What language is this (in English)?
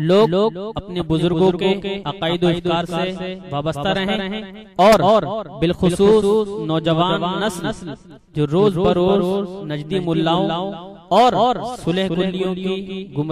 Urdu